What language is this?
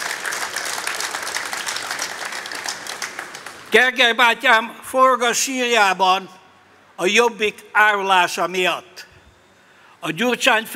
Hungarian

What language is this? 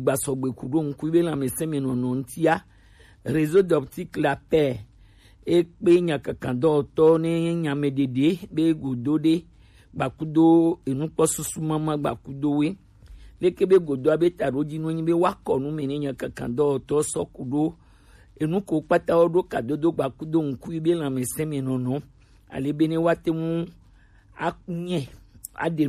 Gen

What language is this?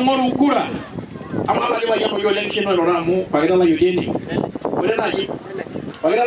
Masai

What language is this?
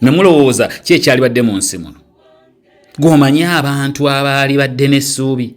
Ganda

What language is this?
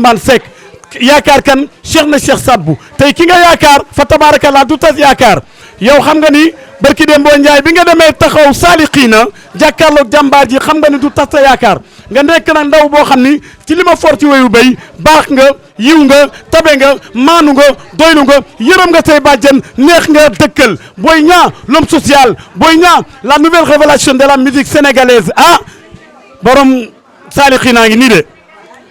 Wolof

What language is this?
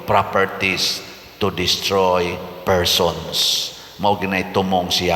Cebuano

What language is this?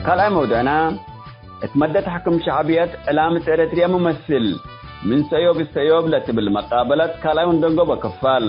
Tigre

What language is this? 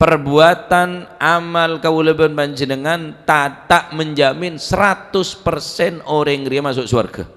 Madurese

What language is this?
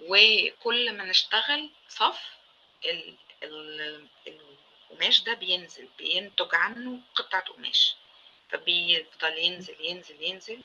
Egyptian Arabic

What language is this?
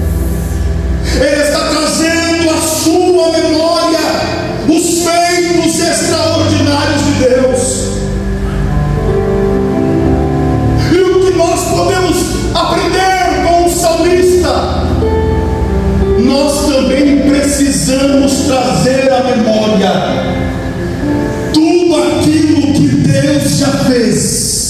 Portuguese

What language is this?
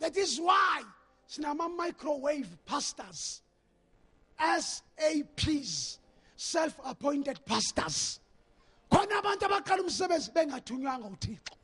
Zulu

